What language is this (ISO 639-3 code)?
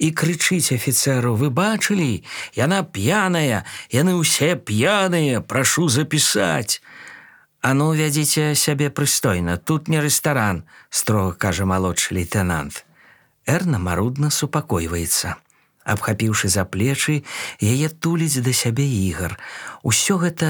bel